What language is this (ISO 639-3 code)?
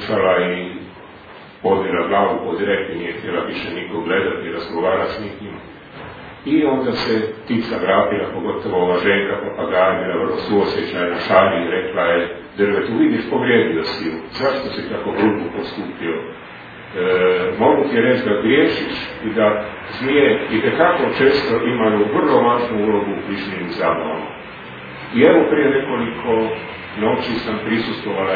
hrv